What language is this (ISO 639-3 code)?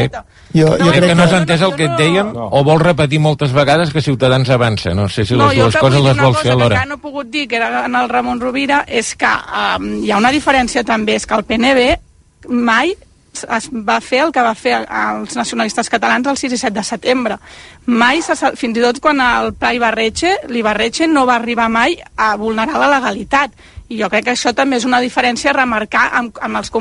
cat